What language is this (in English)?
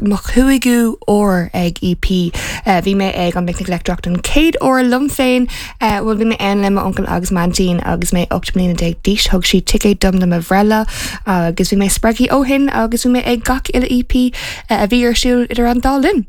Irish